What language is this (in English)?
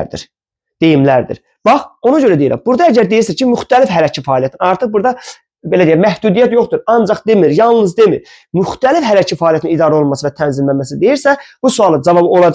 Azerbaijani